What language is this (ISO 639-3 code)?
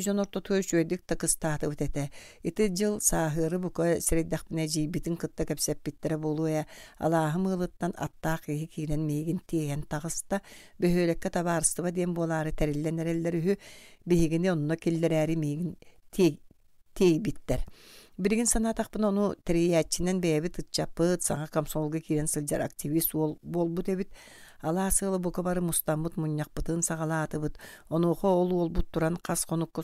sah